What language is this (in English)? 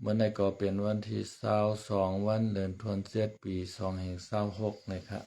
Shan